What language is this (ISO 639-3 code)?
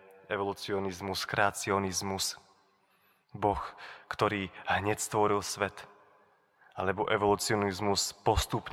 slk